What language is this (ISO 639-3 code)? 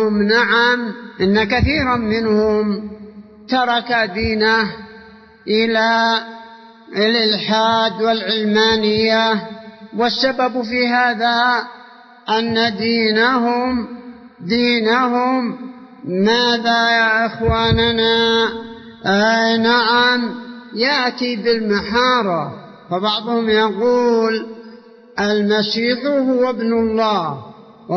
ara